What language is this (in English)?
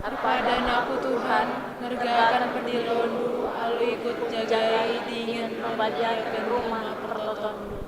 Batak Karo